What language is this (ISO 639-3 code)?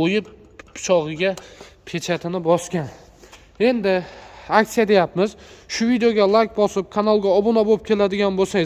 uzb